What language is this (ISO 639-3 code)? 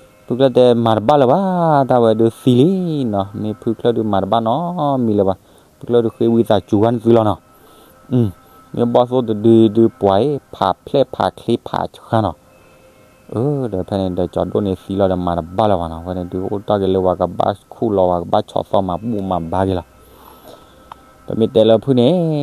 ksw